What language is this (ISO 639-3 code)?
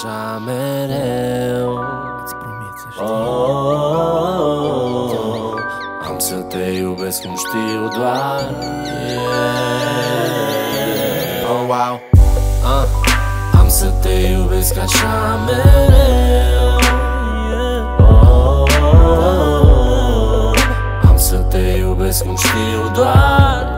ron